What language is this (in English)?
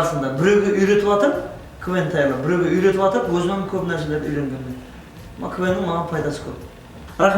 Kara-Kalpak